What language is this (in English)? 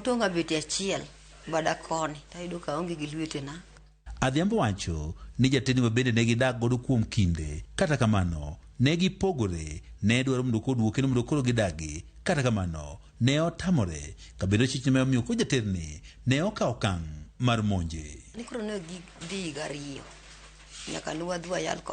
Luo (Kenya and Tanzania)